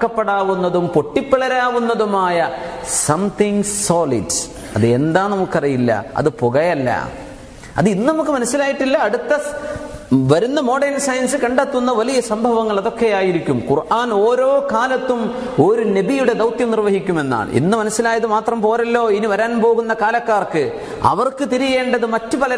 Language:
Malayalam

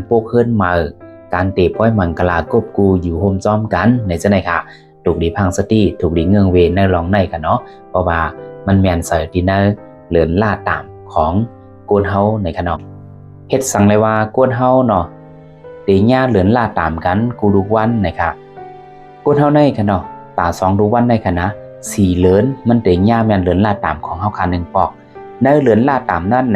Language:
Shan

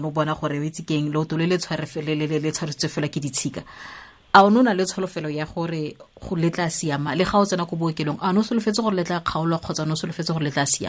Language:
Tswana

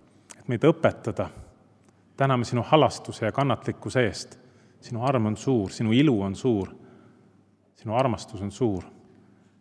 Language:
Estonian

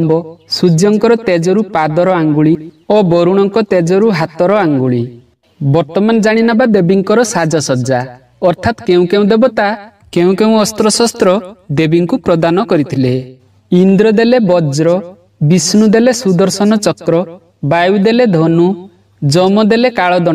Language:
Odia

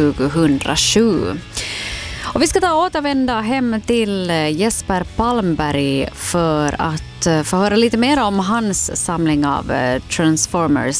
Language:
Swedish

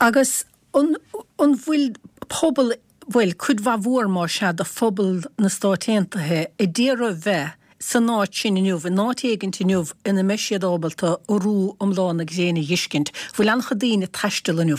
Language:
Irish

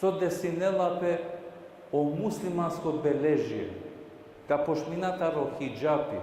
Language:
Balkan Romani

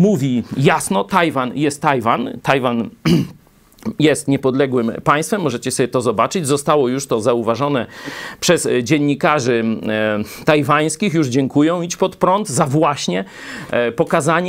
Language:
Polish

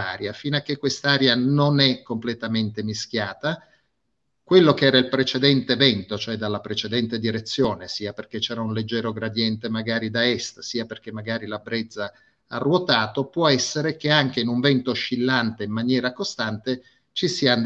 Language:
Italian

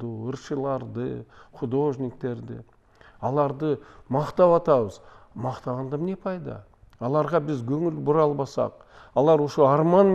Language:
Kyrgyz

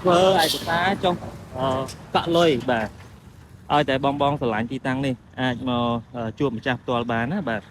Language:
Khmer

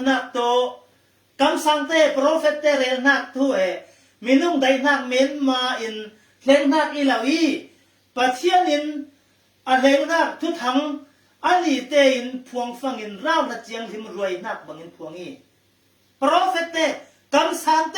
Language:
Falam Chin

